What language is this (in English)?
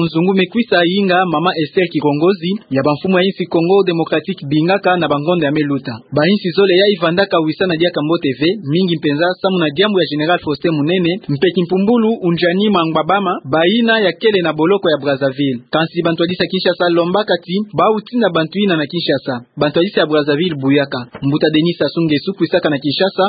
Kituba (Democratic Republic of Congo)